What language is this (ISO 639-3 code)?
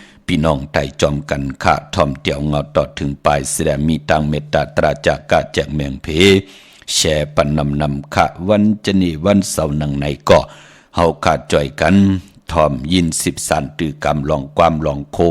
shn